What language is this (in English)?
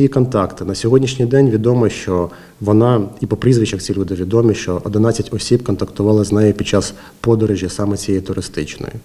Ukrainian